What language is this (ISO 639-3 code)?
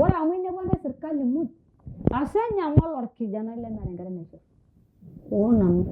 mas